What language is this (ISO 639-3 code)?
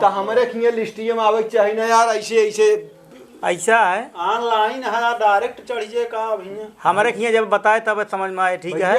awa